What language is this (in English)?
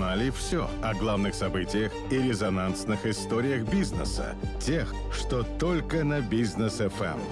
Russian